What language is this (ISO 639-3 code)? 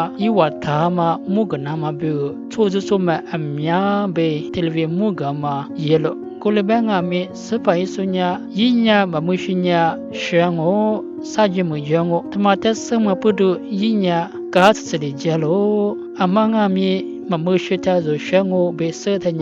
lis